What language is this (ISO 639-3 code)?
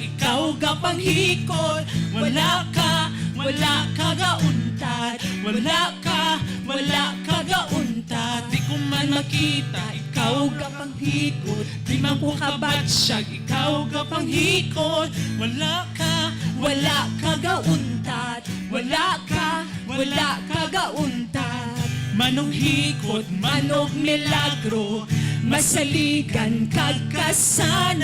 hil